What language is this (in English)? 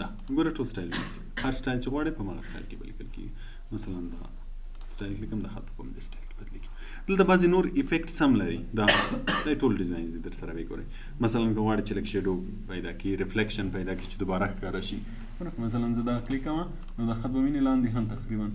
Pashto